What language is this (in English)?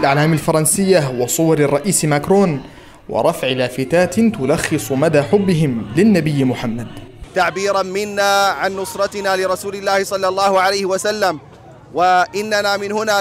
Arabic